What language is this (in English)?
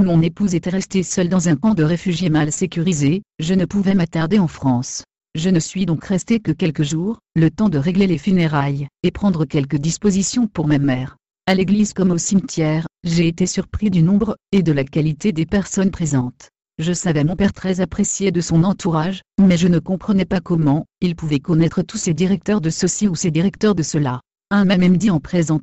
French